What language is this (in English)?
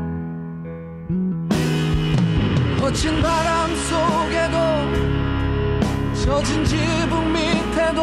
Korean